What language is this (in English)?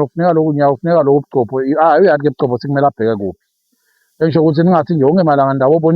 Zulu